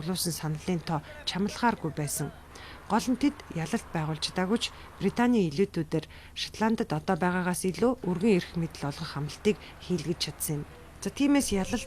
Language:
Mongolian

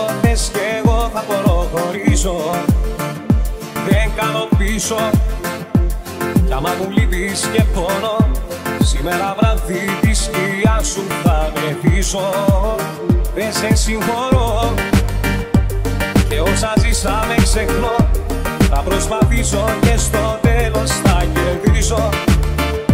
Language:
Greek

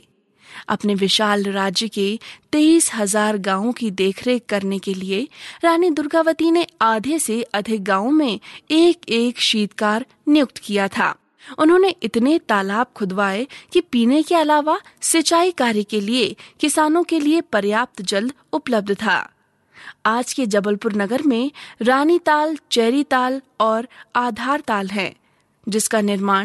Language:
Hindi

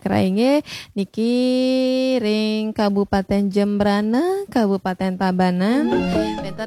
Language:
Balinese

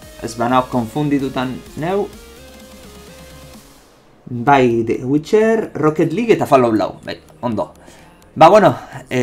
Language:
Basque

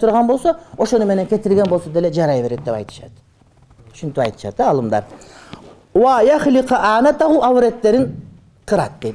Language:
Kyrgyz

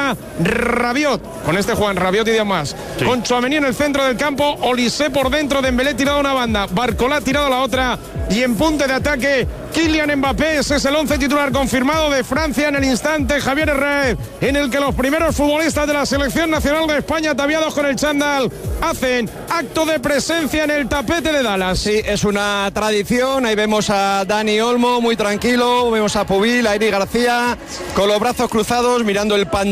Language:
Spanish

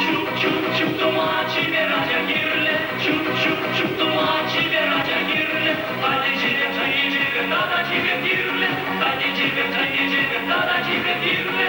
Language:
Chuvash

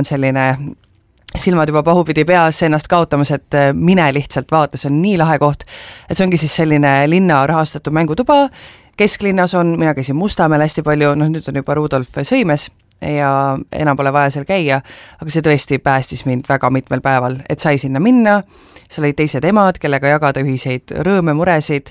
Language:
Estonian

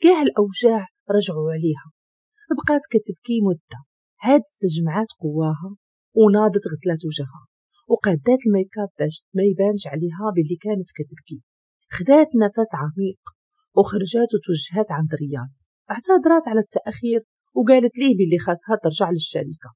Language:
Moroccan Arabic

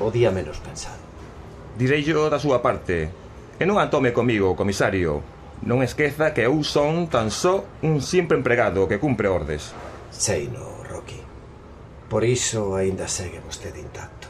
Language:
Galician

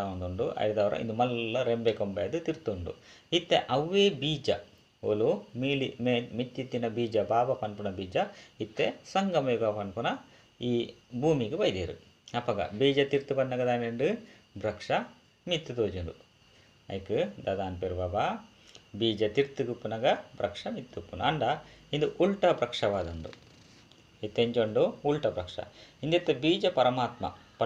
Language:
Tulu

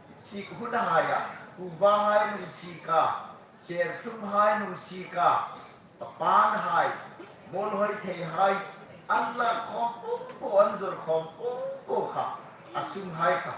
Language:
Hmar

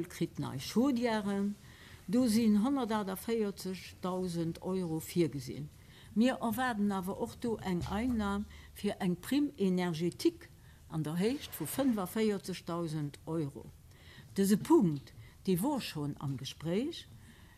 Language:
Luxembourgish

